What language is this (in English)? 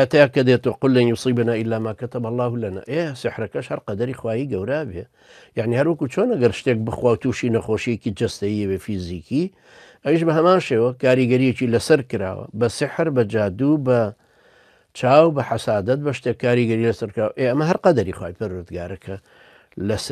Central Kurdish